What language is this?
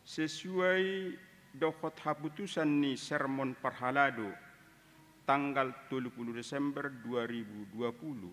Batak Toba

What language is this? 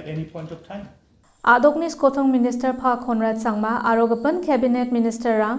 Garo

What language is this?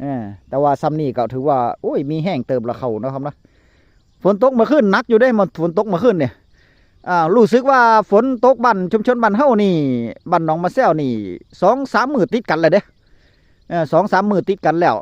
Northeastern Thai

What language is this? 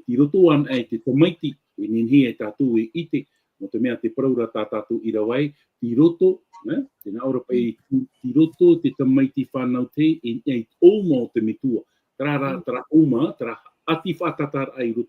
Tahitian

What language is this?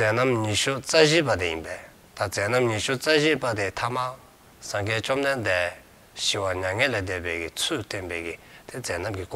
Dzongkha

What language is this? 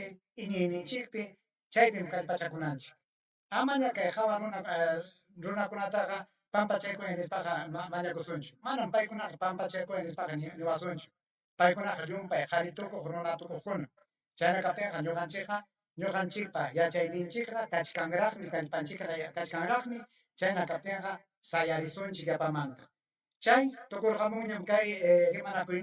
Ayacucho Quechua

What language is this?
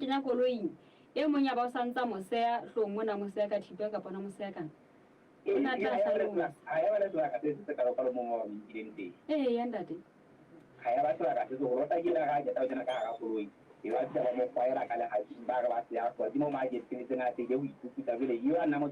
Southern Sotho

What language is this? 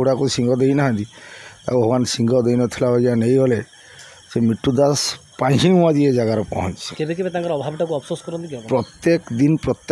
Odia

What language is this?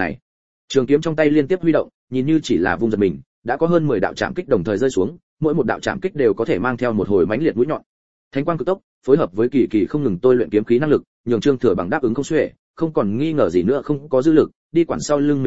Vietnamese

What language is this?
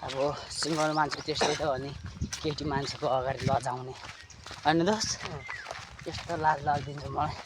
Nepali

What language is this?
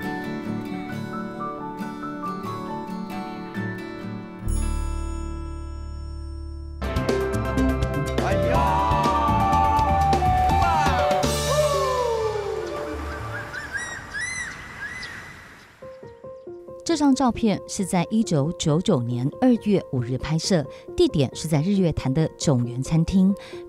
Chinese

